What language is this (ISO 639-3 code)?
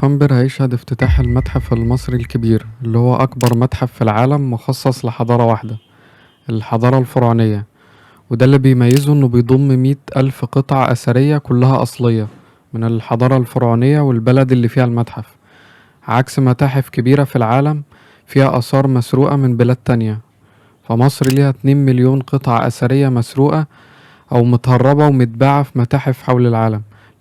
arz